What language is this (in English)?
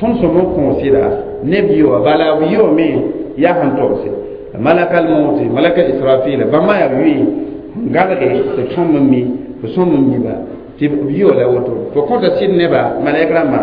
Mossi